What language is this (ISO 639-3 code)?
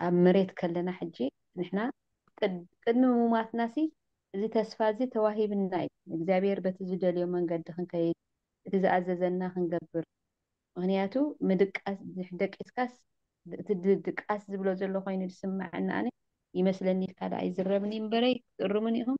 tir